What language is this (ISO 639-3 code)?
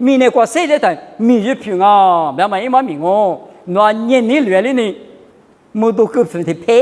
lis